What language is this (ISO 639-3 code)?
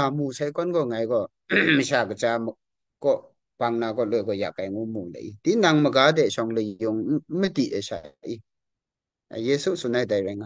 kac